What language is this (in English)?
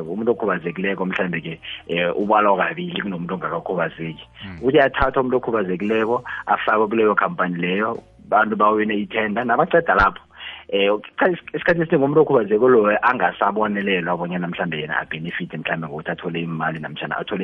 South Ndebele